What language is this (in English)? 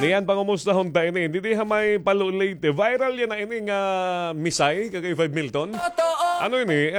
Waray